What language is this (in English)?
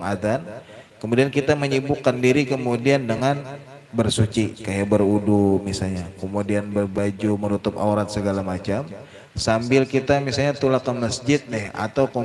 Banjar